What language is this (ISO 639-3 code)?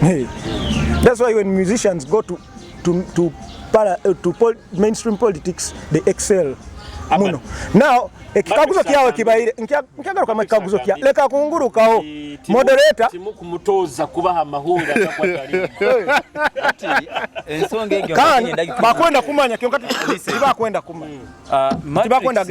nyo